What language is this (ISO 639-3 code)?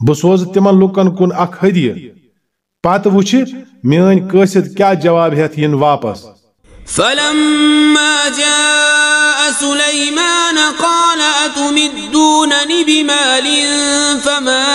kas